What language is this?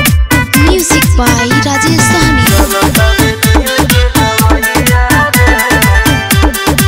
Bhojpuri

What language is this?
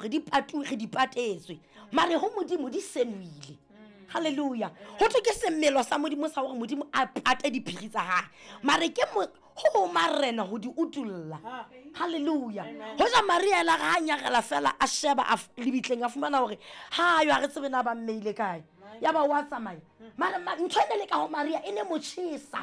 Southern Sotho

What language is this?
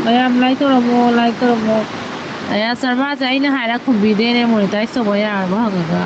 Manipuri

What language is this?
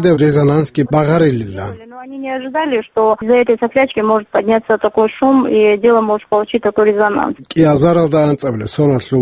Avaric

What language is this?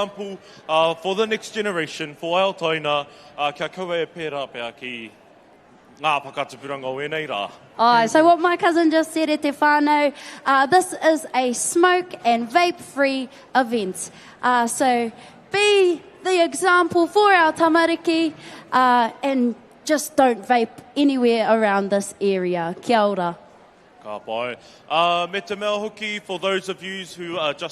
Māori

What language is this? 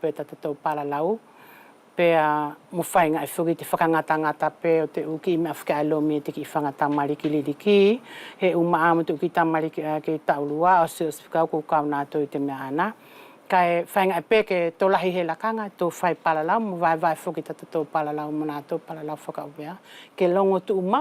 Wallisian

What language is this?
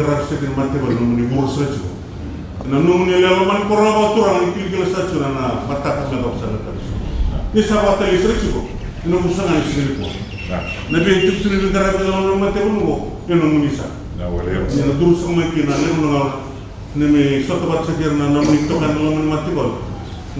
Fijian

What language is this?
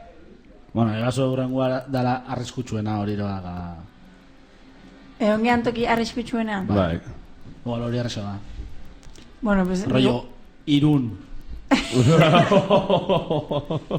Basque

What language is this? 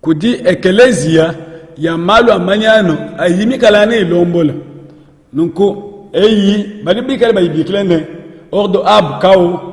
Luba-Lulua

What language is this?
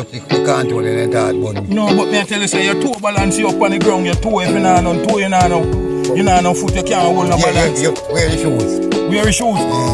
Jamaican Creole English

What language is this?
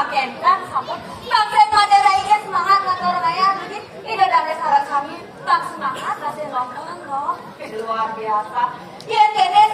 Balinese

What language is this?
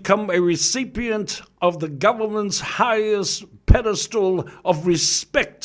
Samoan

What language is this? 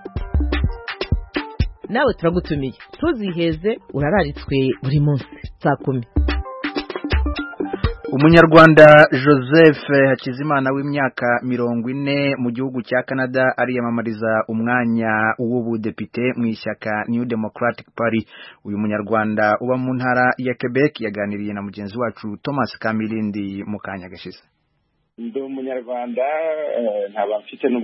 Kinyarwanda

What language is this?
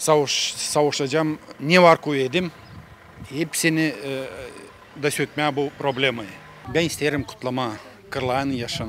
Gagauz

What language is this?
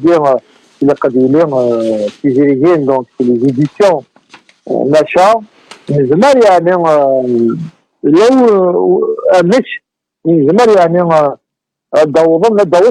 Kabyle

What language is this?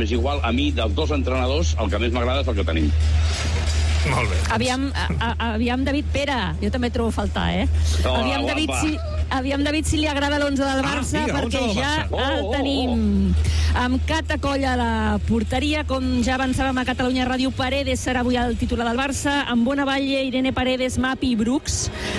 Catalan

